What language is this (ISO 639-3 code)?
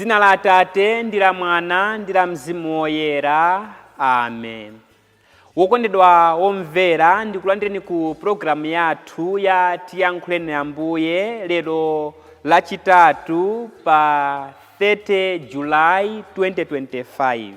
nya